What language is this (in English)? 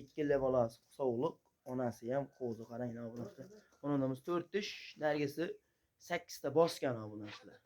Uzbek